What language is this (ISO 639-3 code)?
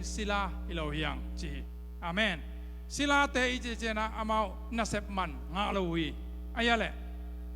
ctd